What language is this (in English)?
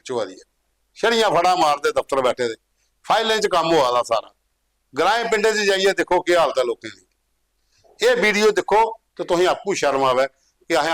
Dogri